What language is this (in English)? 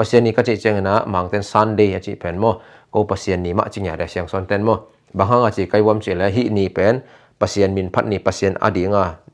Tedim Chin